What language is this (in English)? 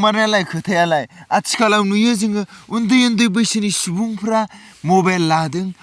Bodo